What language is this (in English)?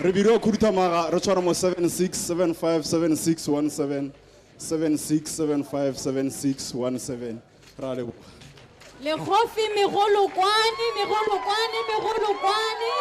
Tswana